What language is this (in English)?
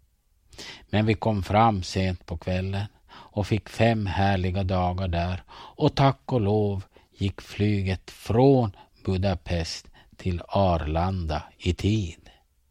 Swedish